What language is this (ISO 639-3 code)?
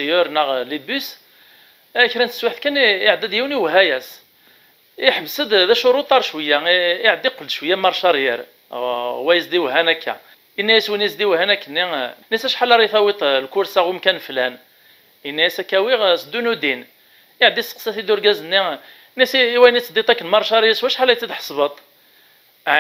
kab